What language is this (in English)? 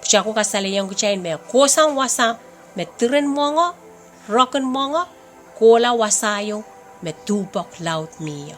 Pohnpeian